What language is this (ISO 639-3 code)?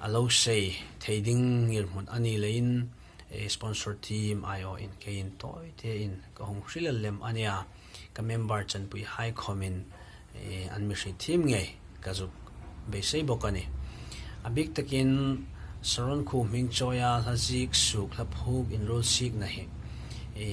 hmr